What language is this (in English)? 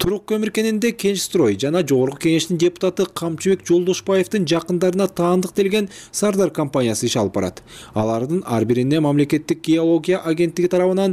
Kyrgyz